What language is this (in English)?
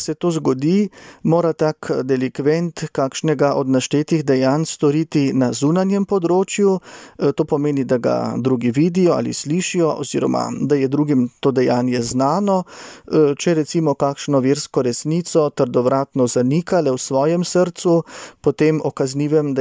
Slovenian